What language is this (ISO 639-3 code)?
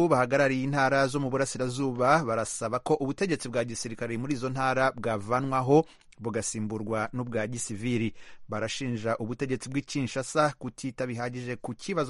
kin